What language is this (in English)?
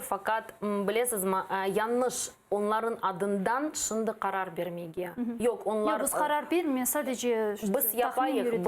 Crimean Tatar